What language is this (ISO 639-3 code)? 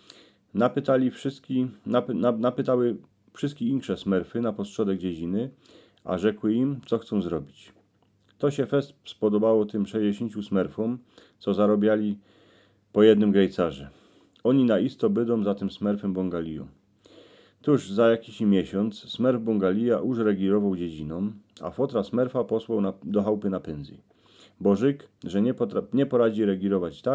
szl